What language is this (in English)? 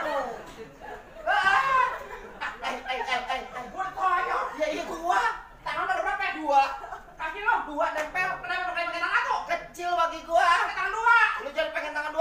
Betawi